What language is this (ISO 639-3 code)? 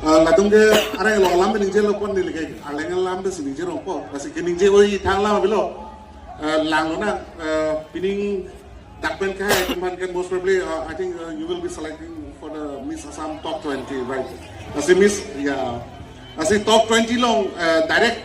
mjw